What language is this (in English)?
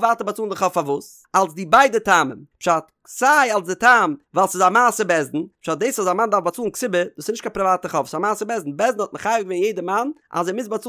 Yiddish